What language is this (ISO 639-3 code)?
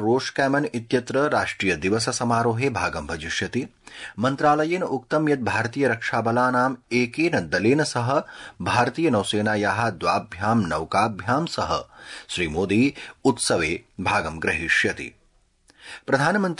san